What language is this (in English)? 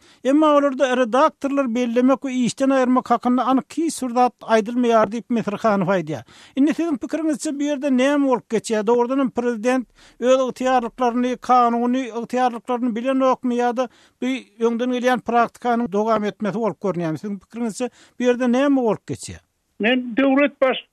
Turkmen